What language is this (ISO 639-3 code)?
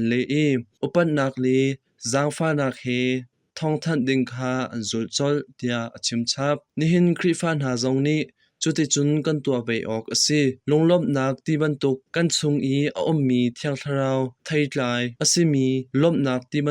cnh